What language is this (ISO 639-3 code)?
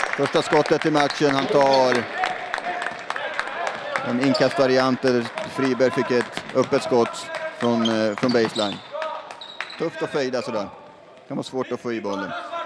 swe